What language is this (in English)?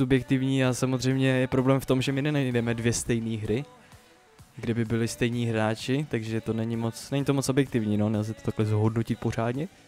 Czech